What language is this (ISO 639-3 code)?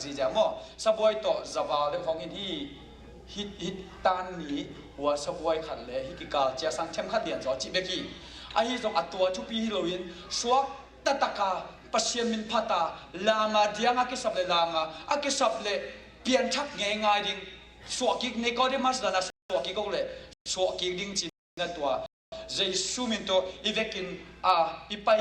ctd